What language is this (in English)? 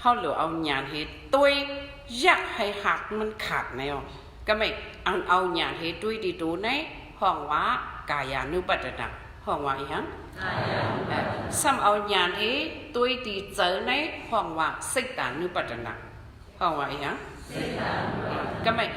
Shan